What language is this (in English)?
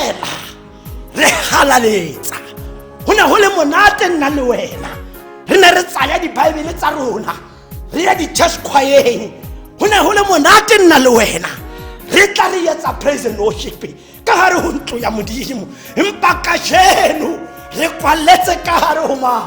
Tswana